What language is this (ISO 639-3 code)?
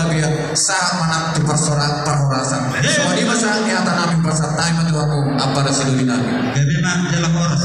bbc